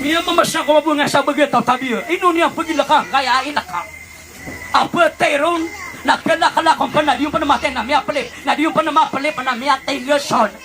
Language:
Maranao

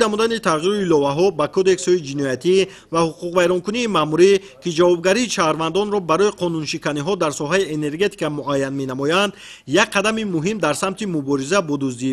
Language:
Tajik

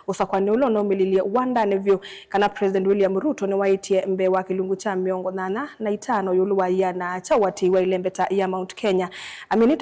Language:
Kamba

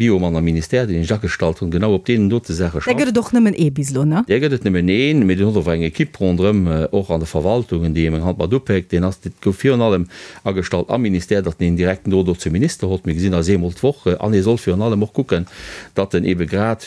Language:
Luxembourgish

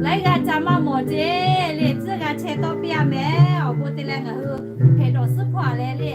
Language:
Lahu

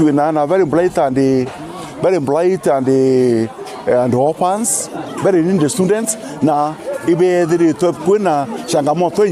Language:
Meru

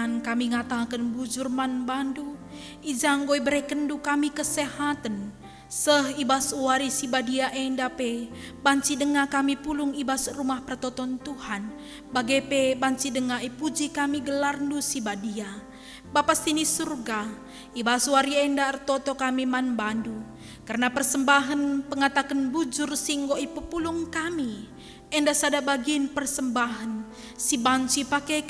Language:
Batak Karo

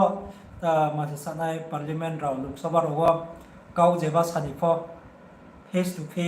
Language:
Riang (India)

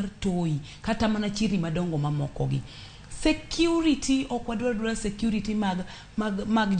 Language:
Luo (Kenya and Tanzania)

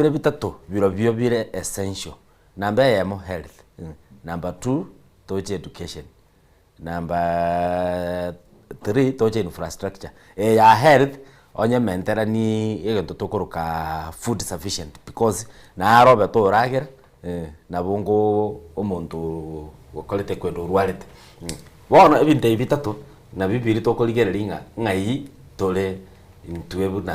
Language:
Gusii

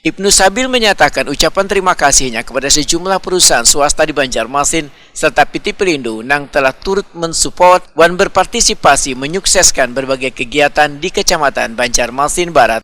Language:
Banjar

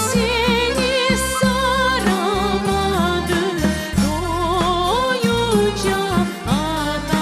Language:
Crimean Tatar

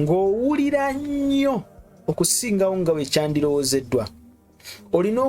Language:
Ganda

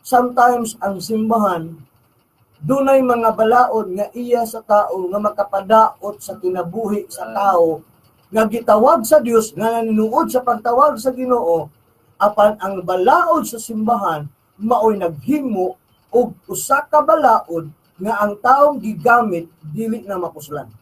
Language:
Cebuano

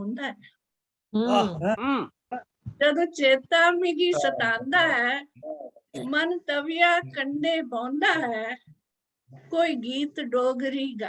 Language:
Dogri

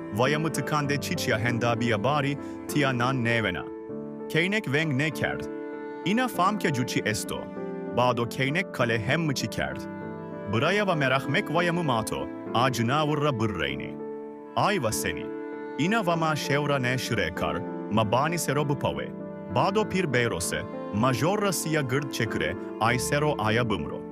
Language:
Zaza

